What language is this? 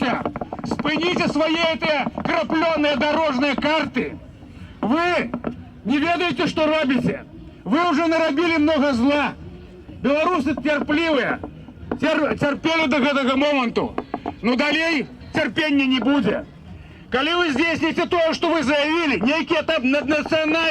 Belarusian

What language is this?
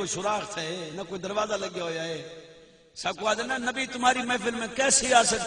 Saraiki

